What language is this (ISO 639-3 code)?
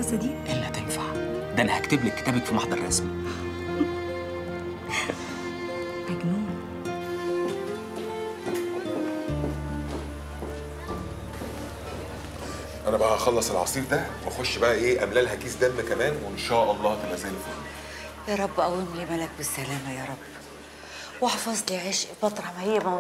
arz